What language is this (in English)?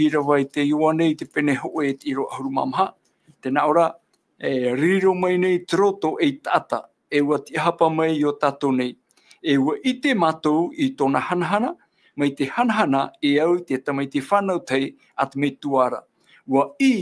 Tahitian